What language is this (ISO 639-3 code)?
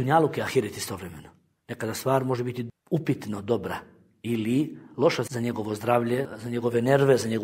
bos